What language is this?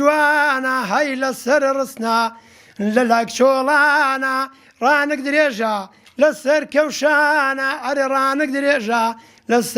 Central Kurdish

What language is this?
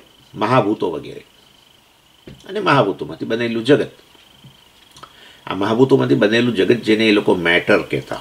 Gujarati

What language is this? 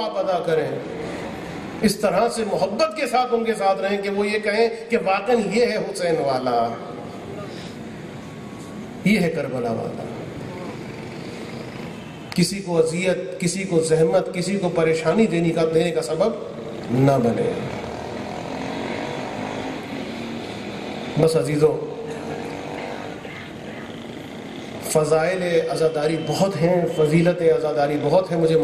Urdu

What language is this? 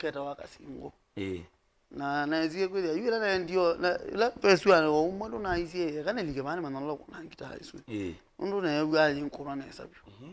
Kamba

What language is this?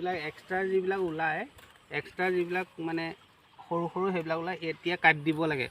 Assamese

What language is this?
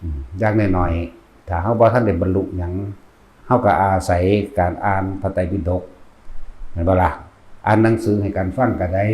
Northeastern Thai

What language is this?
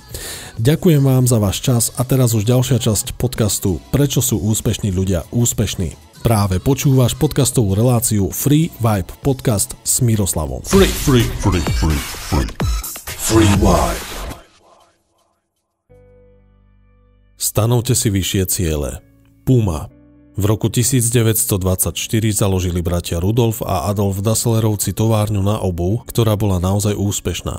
Slovak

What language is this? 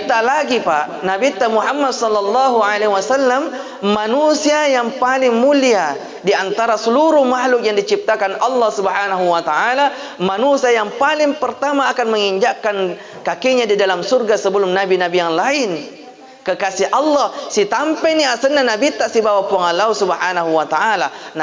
Buginese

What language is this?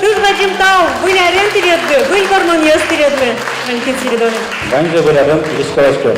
Udmurt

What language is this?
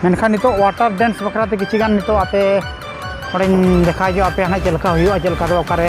Santali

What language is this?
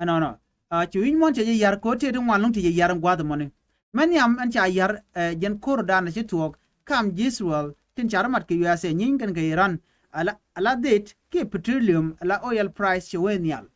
Nuer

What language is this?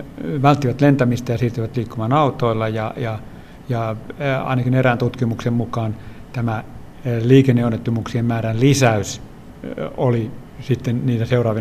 Finnish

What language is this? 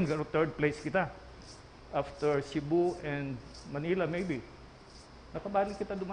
Bikol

